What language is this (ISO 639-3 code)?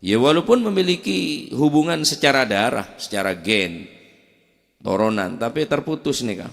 mad